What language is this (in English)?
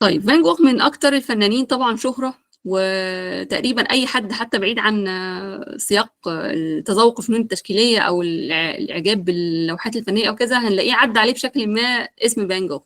Egyptian Arabic